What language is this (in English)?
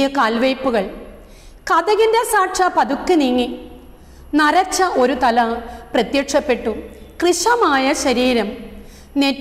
Malayalam